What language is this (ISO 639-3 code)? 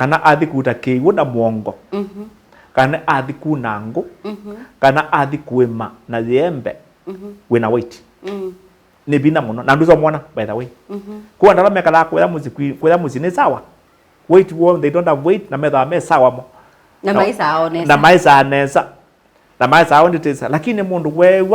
kam